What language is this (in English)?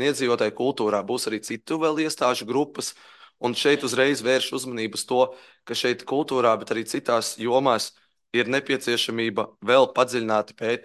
Latvian